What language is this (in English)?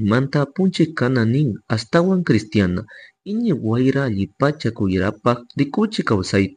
Chimborazo Highland Quichua